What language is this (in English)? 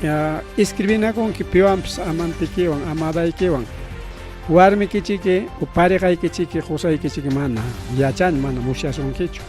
Ayacucho Quechua